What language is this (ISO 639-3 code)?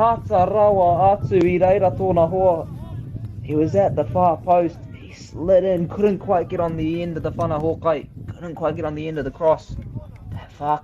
mri